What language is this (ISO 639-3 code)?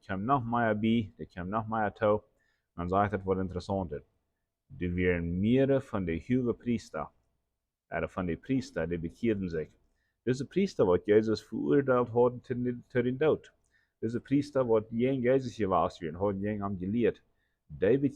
pdt